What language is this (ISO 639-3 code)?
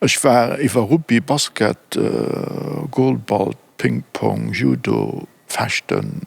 ltz